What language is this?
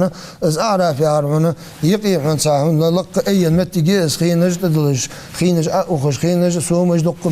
Ingush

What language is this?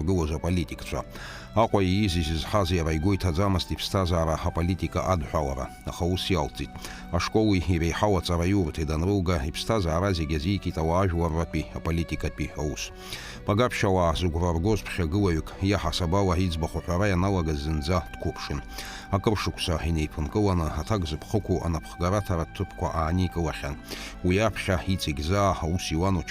Abkhazian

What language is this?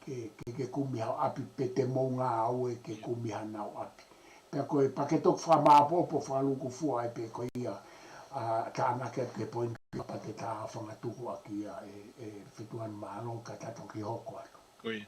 Tongan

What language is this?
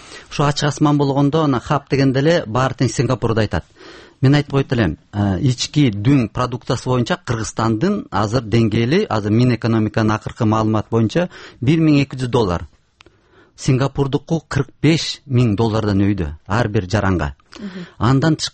Kyrgyz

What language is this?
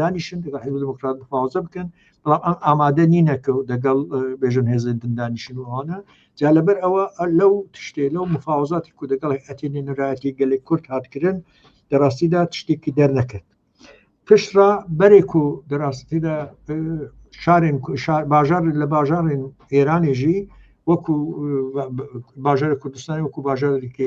Kurdish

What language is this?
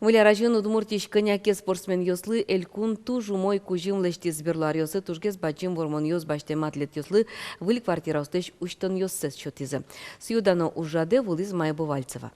Udmurt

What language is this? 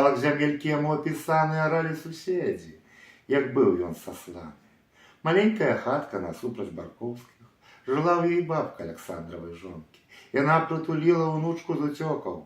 Belarusian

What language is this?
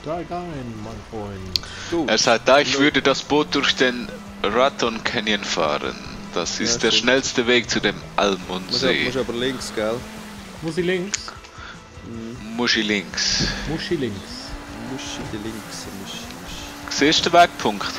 Swiss German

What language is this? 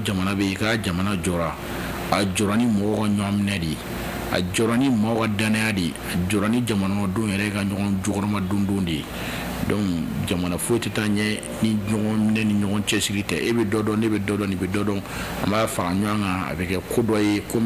Bambara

